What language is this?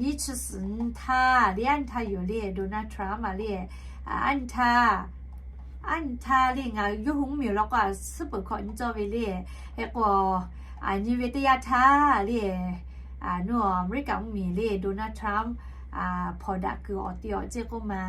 Lahu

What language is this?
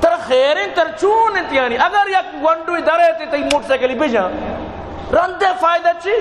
Baluchi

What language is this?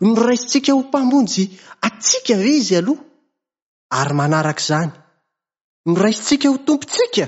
Malagasy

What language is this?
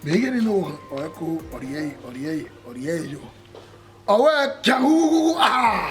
Bini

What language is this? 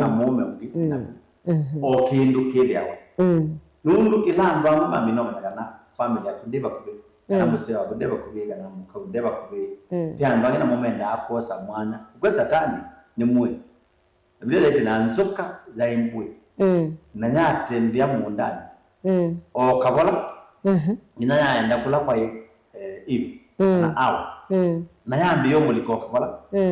Kamba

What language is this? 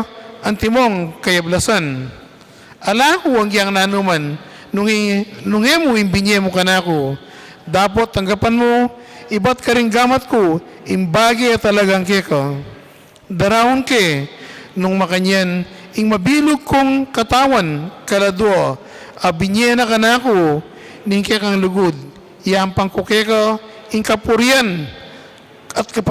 Pampanga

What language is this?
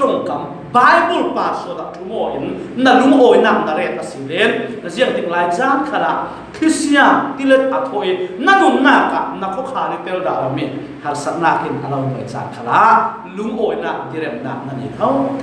Falam Chin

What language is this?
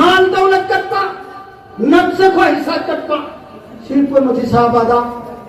Manipuri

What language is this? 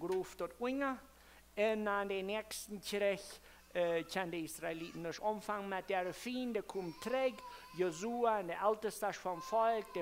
Plautdietsch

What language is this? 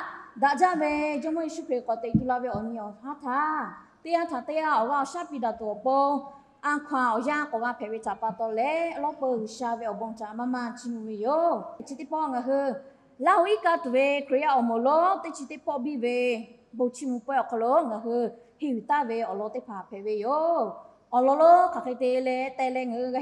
Lahu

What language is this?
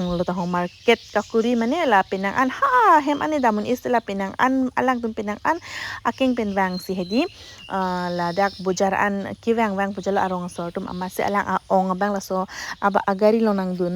Karbi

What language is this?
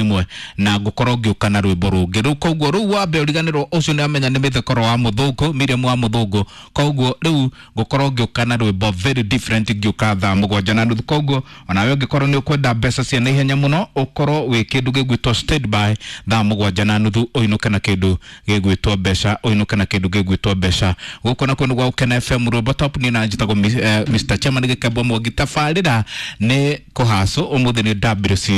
Kikuyu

